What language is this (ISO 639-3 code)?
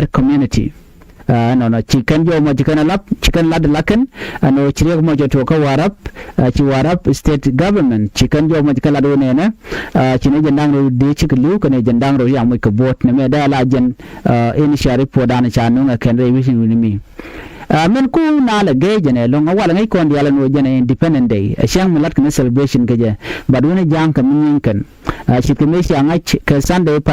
nus